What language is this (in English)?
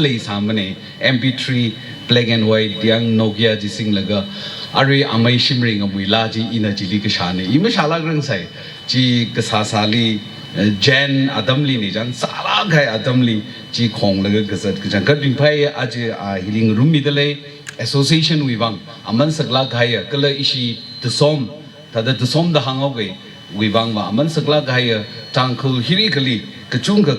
Tangkhul Naga (India)